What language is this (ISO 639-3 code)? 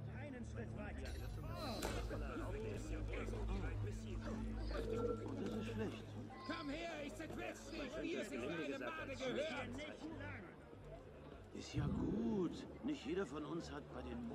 deu